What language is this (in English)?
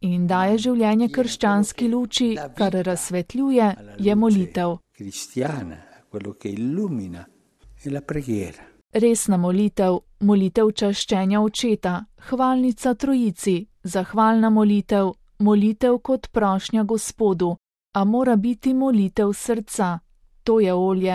Slovenian